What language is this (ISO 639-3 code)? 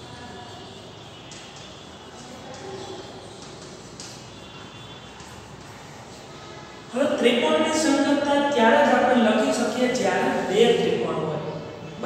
guj